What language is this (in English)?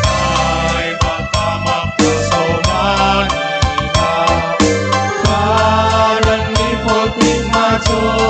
Batak Simalungun